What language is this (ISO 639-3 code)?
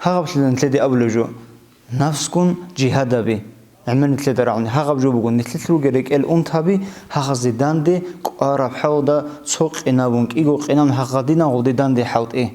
ava